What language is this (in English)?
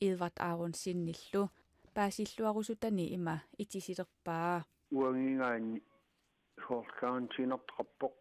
Kalaallisut